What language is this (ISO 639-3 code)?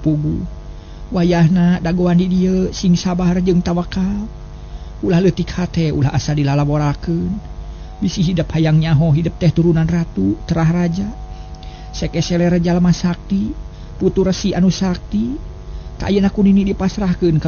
sun